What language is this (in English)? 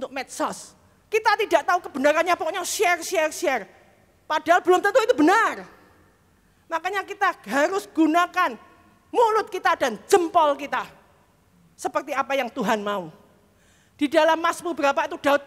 Indonesian